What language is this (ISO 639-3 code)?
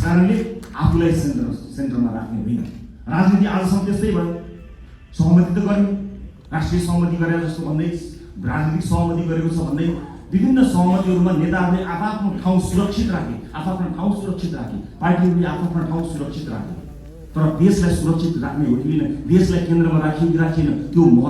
nep